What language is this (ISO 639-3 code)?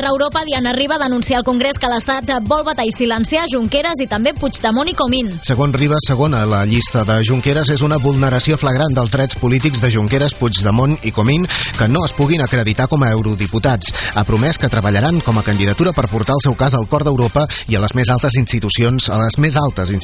cat